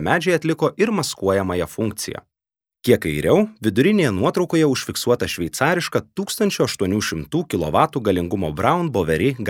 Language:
Lithuanian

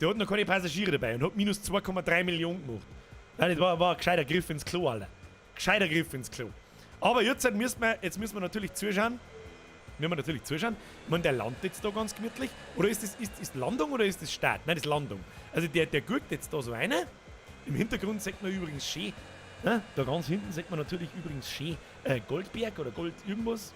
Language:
Bavarian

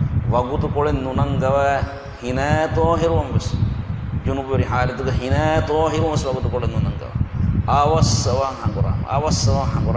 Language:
Divehi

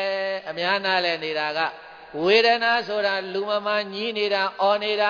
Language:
Burmese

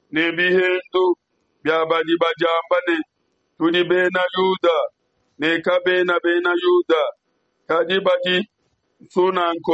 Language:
Luba-Lulua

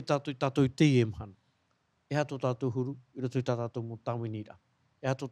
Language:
Tahitian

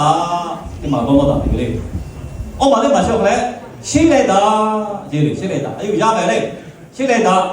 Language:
Lahu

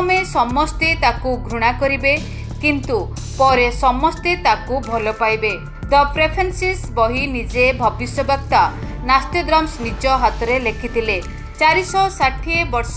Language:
Odia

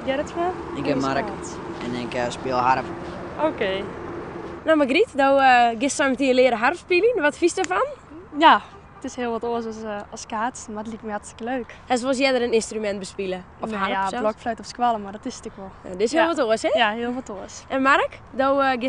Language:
Western Frisian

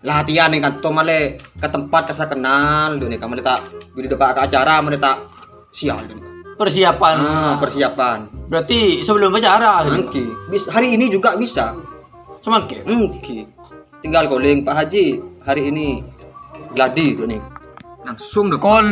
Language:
Madurese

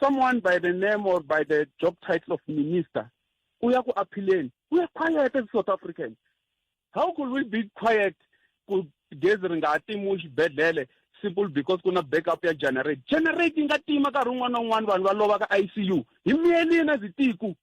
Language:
Tsonga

